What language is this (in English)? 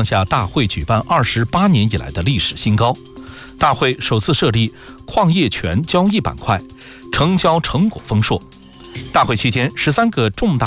Chinese